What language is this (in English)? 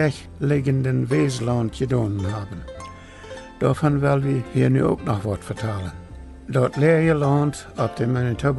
Plautdietsch